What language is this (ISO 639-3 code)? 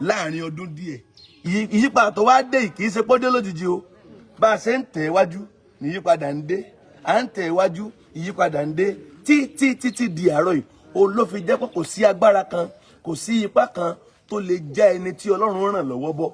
yor